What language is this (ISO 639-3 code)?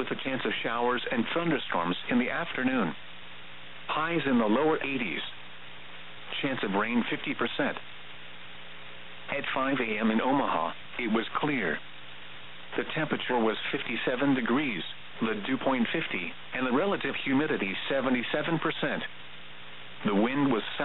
eng